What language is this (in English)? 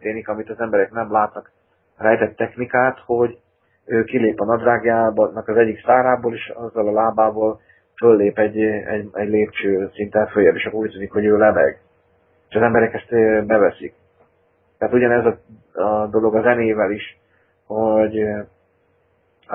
Hungarian